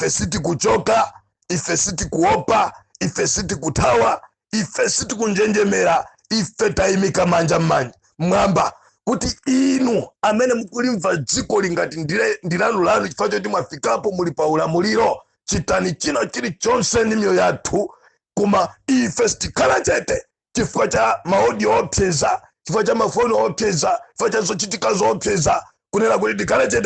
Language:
Nyanja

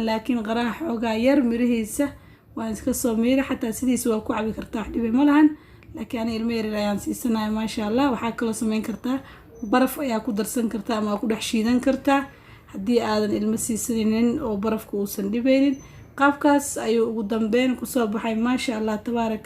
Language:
Somali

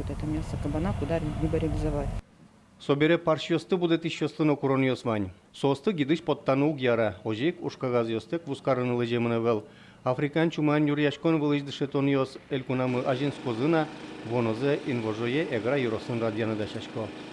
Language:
Udmurt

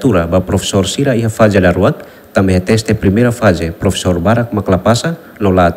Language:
Tetum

